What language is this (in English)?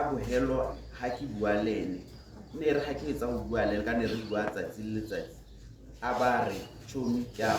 Tswana